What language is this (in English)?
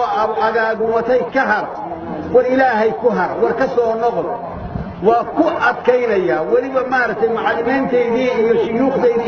Somali